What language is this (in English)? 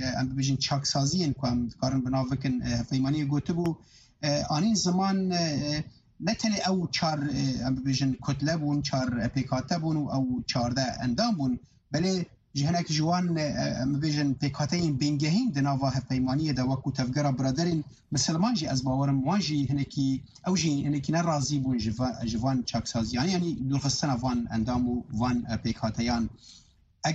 Kurdish